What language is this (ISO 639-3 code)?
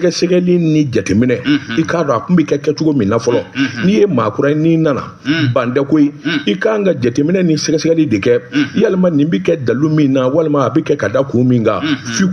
bam